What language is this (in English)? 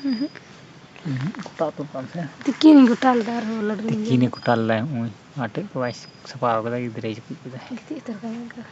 Santali